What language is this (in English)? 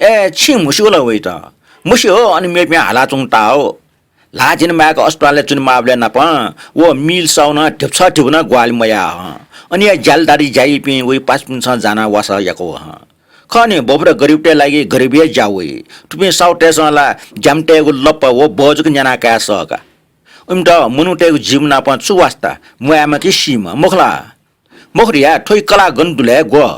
Newari